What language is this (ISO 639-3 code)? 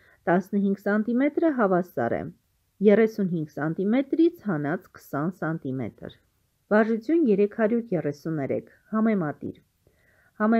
hye